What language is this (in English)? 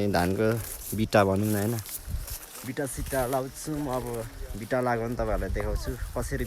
Nepali